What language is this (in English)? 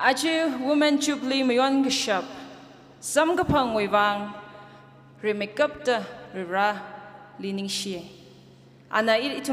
Tangkhul Naga (India)